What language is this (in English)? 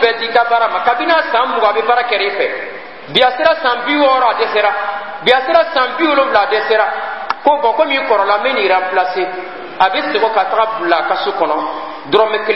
Bambara